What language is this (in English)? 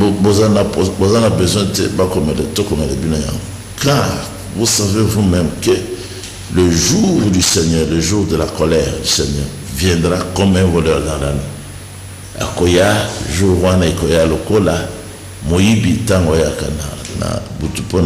Lingala